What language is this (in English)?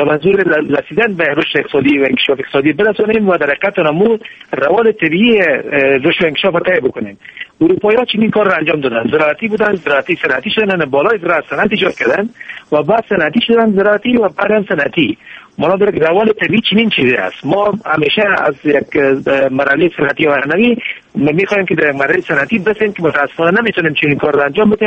Persian